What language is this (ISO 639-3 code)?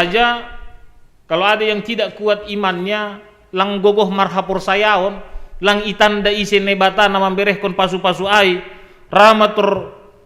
bts